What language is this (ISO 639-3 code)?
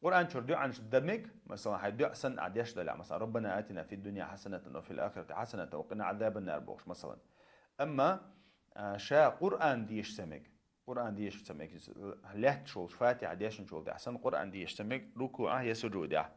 che